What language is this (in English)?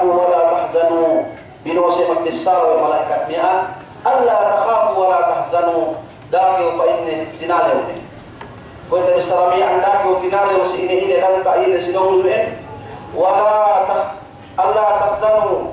Yakan